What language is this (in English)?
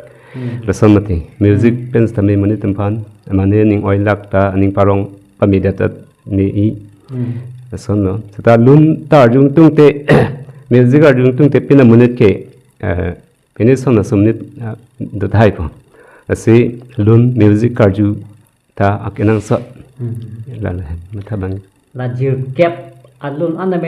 Karbi